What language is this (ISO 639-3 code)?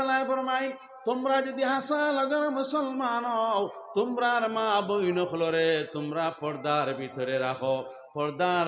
syl